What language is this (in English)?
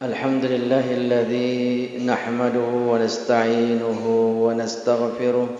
Buginese